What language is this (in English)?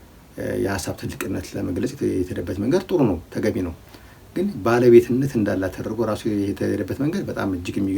Amharic